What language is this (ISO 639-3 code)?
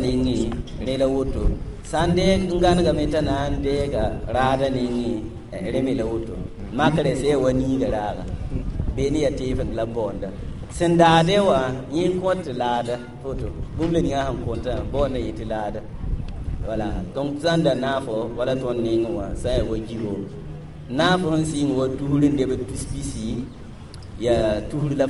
mos